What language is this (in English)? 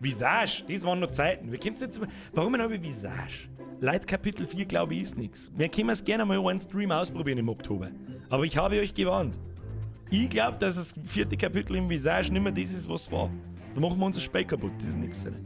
Bavarian